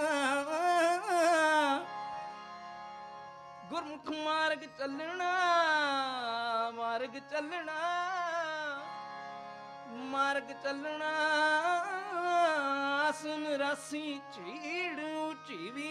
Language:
Hindi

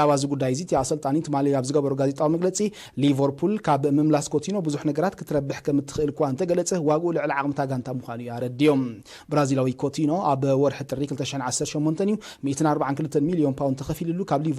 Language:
Tigrinya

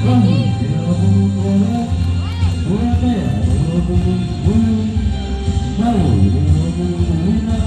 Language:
Ambonese Malay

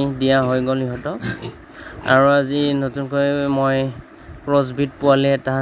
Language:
Assamese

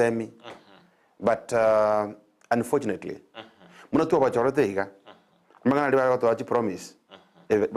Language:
Gusii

